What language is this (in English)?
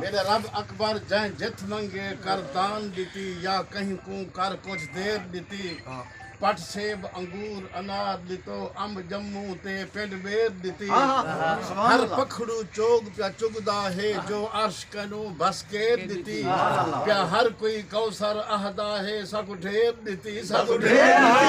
Saraiki